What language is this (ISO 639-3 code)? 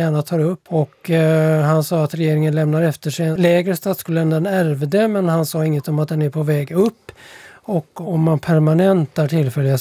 swe